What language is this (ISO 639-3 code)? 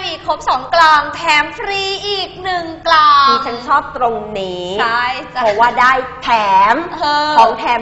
tha